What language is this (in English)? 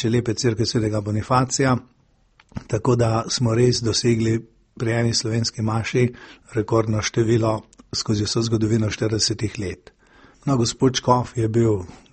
Slovenian